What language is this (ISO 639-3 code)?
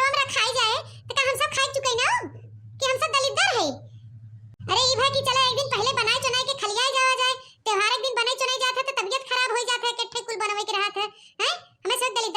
awa